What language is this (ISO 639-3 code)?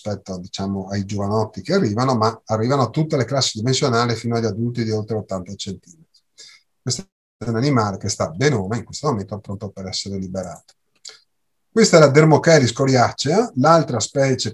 ita